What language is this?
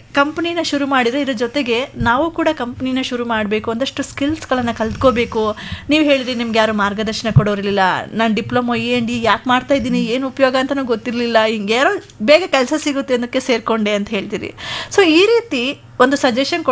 Kannada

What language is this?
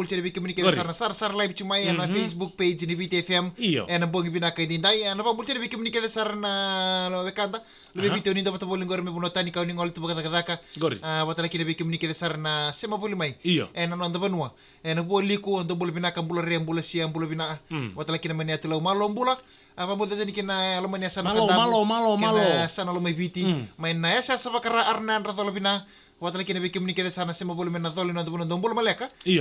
Fijian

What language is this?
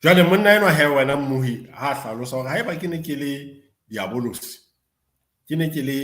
Southern Sotho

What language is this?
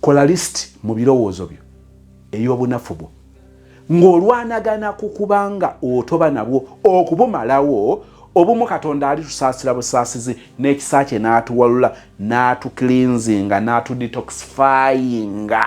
Ganda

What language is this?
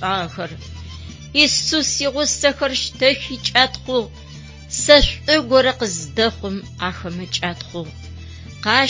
Adyghe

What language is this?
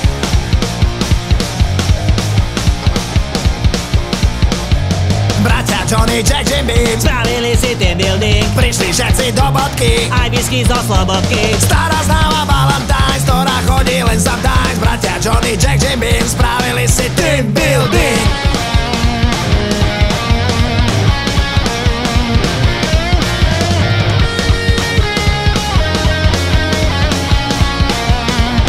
Slovak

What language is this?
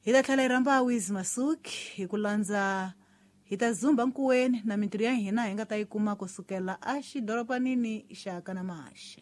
Tsonga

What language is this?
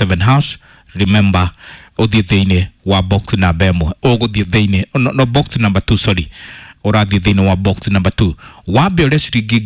Kikuyu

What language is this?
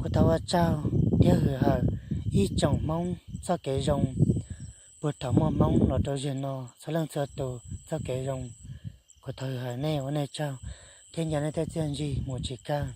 Hmong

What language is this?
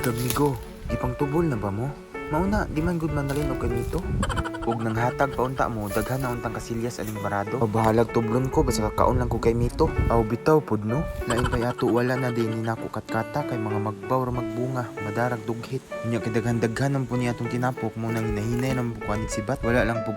Cebuano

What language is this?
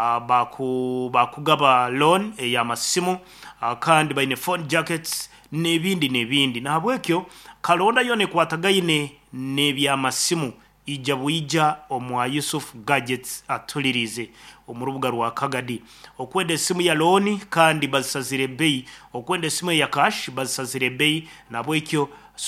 Nyankole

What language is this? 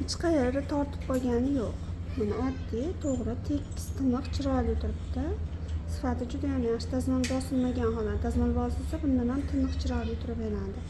Uzbek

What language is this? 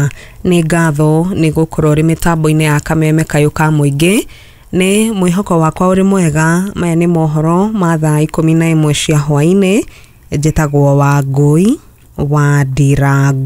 Kikuyu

